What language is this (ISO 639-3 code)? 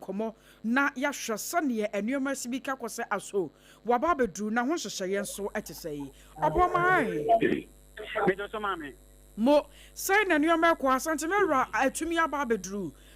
aka